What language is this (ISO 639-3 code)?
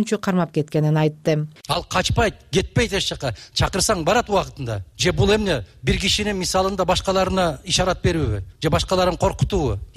kir